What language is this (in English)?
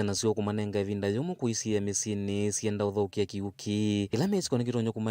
Kamba